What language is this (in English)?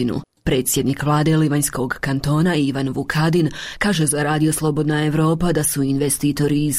Croatian